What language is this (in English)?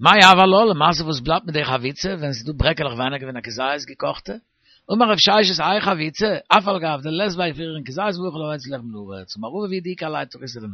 Yiddish